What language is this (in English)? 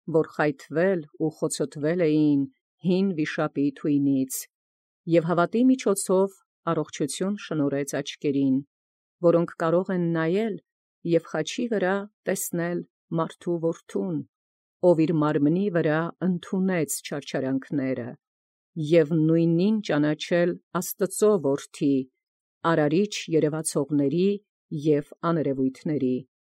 Armenian